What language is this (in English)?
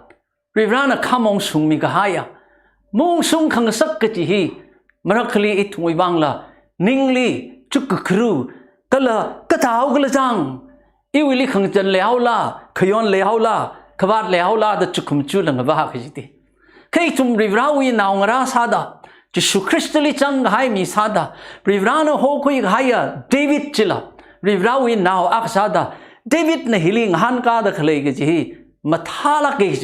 Tangkhul Naga (India)